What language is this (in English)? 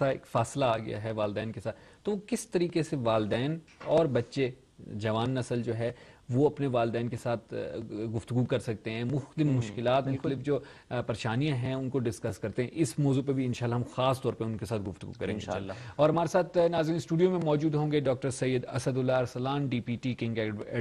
Urdu